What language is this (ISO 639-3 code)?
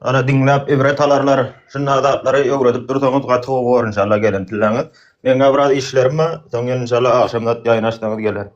tuk